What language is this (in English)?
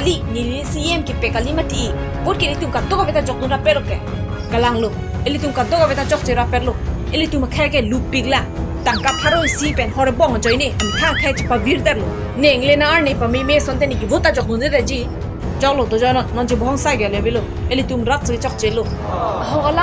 Karbi